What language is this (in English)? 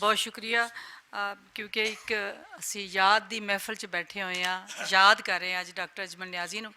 Western Panjabi